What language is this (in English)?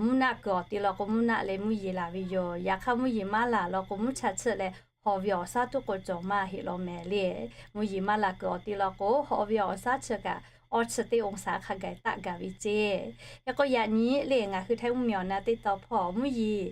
Lahu